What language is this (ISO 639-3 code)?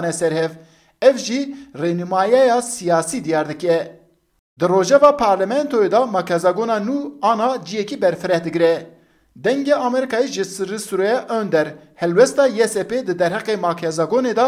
kur